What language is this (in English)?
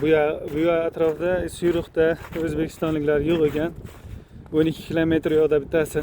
Uzbek